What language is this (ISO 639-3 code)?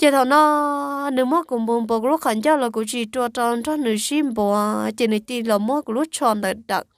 hmn